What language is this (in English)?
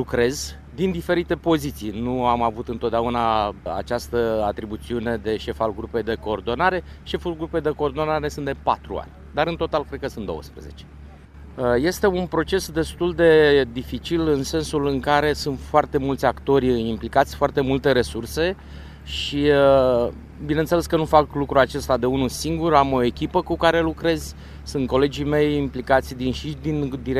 Romanian